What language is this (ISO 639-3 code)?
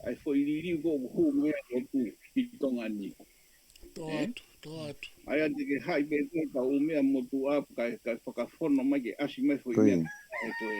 ton